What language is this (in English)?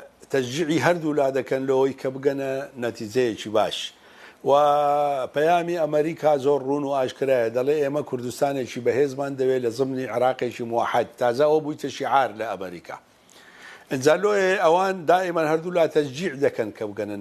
Central Kurdish